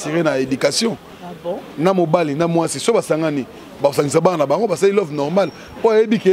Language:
Lingala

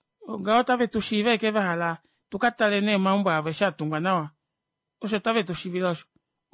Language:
Kuanyama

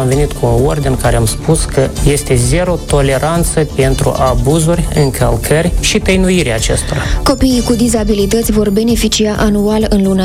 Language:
Romanian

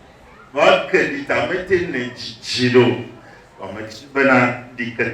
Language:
Ewe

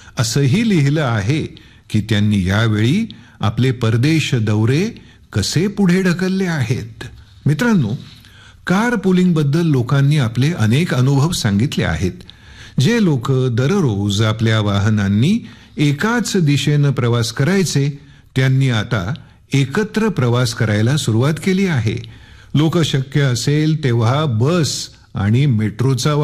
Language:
Marathi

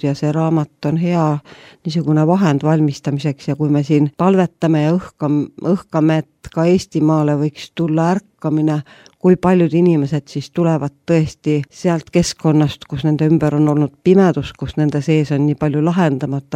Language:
Estonian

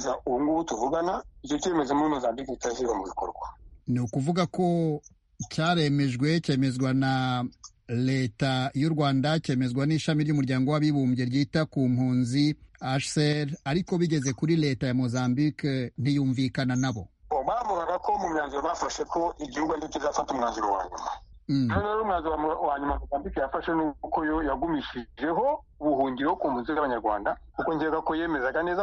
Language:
Kinyarwanda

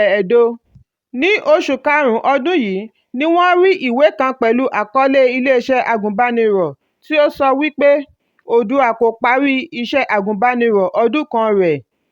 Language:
Yoruba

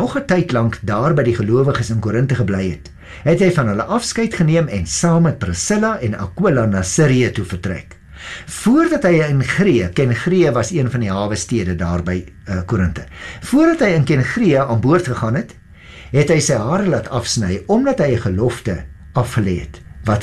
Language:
Afrikaans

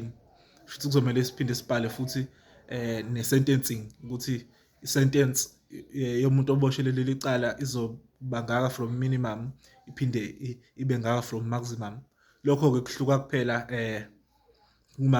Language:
Zulu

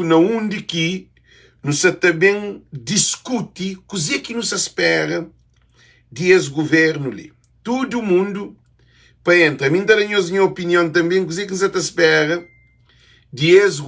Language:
Kabuverdianu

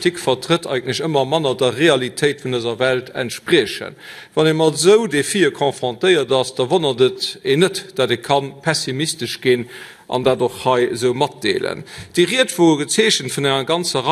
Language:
Luxembourgish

